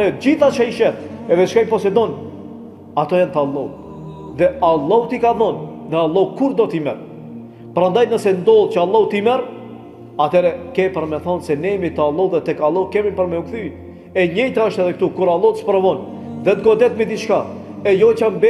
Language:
Albanian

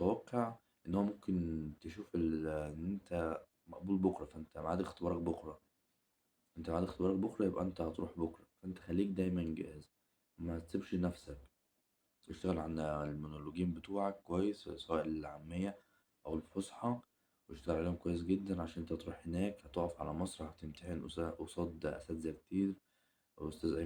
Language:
Egyptian Arabic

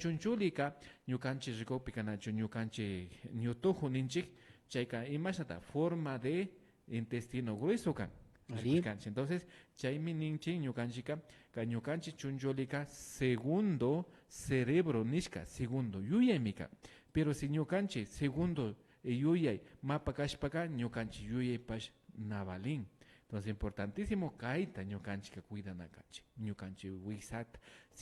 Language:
Imbabura Highland Quichua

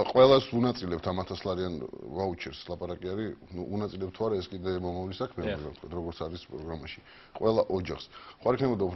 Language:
Georgian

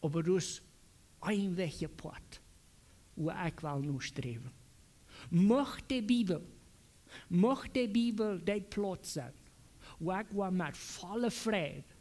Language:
Plautdietsch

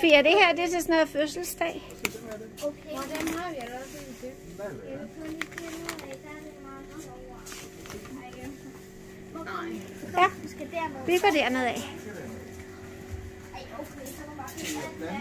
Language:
Danish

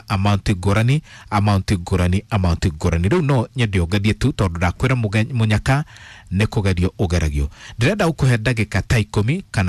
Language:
Kikuyu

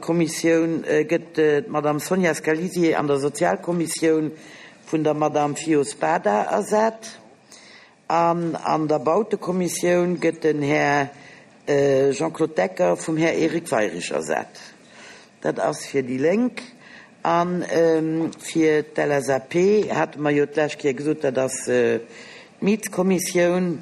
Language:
Luxembourgish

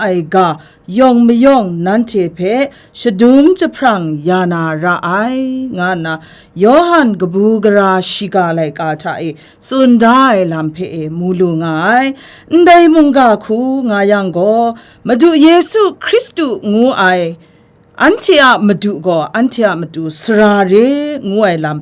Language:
Kachin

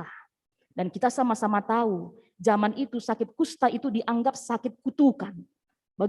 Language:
Batak Karo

